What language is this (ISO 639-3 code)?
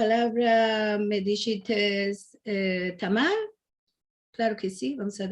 lad